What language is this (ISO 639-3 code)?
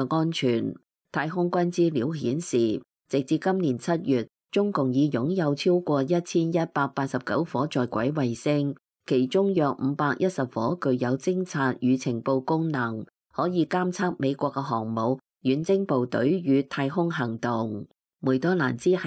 yue